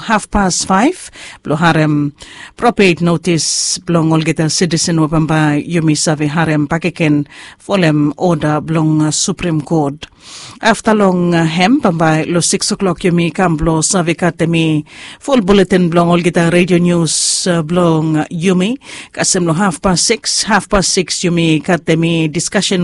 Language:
Bislama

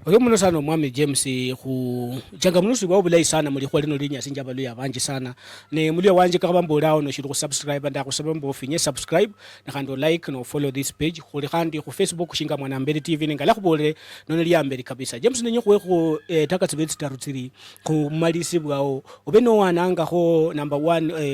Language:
Luyia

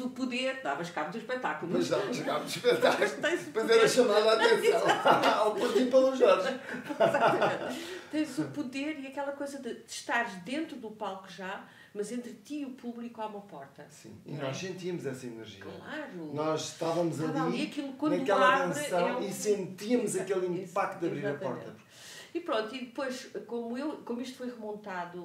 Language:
Portuguese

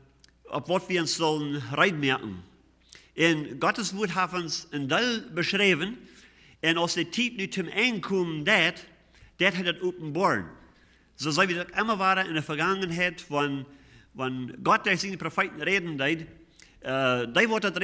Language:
Plautdietsch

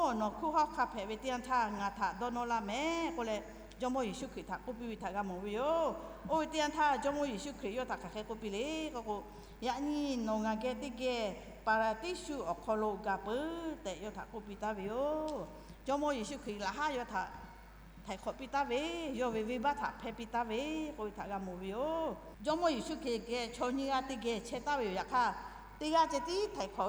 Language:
Lahu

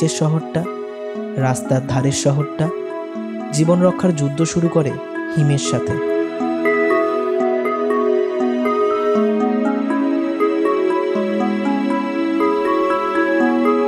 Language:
Bangla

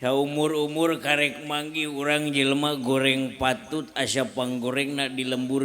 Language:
Sundanese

